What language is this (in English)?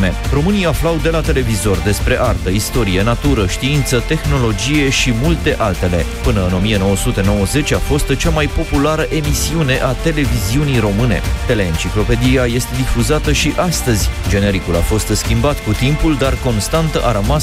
Romanian